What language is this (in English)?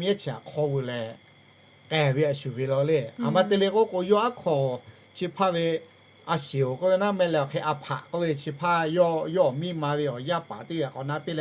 Lahu